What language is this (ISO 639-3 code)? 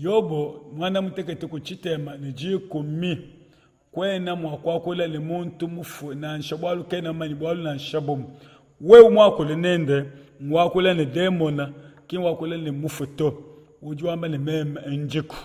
lua